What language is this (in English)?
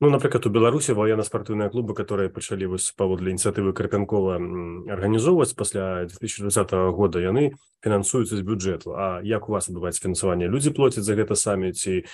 Belarusian